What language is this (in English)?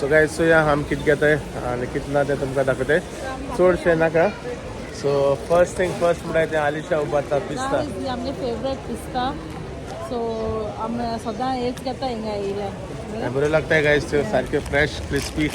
Konkani